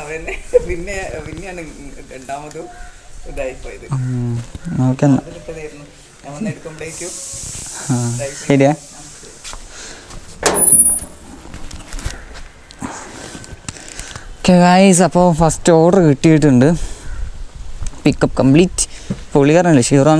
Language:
Malayalam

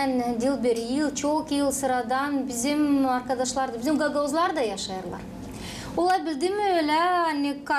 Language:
Gagauz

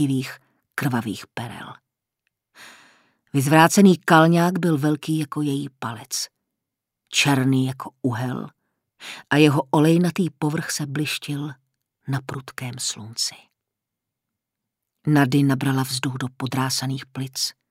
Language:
Czech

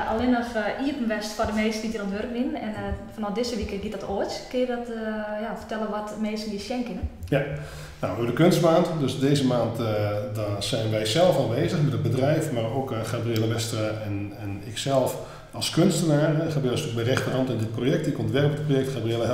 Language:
Western Frisian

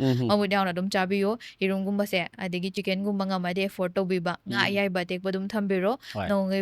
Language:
Manipuri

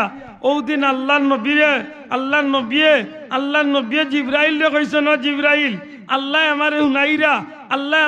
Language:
Sylheti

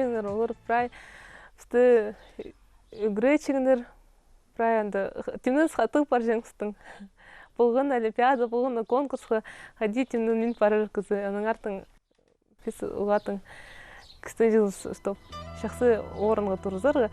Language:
Khakas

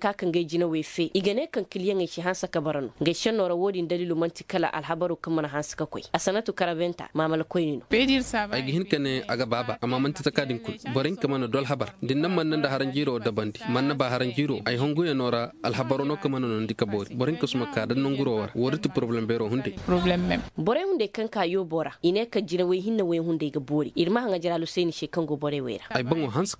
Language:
Koyraboro Senni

